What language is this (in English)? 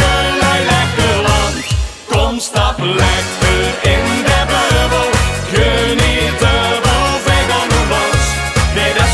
Limburgish